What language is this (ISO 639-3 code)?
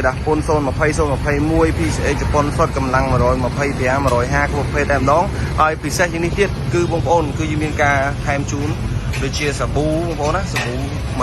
khm